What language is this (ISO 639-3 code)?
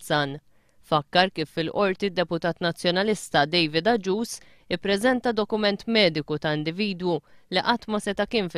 mlt